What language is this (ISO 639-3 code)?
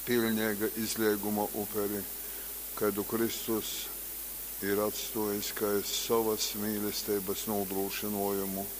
ltg